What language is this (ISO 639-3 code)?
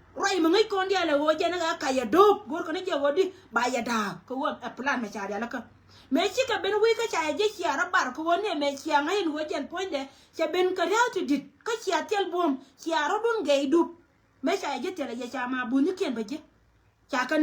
nus